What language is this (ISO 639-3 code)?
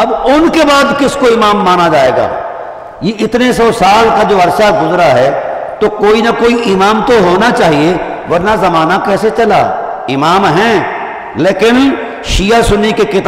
urd